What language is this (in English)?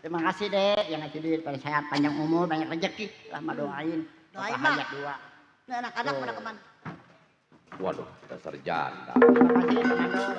Betawi